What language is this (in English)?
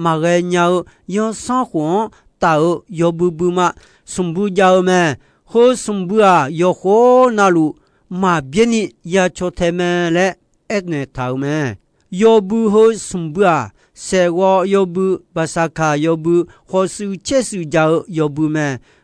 Akha